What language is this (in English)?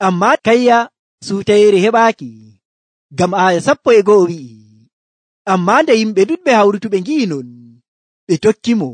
Nigerian Fulfulde